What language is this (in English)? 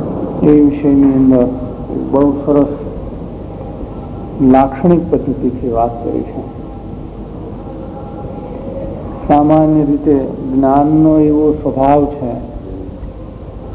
Gujarati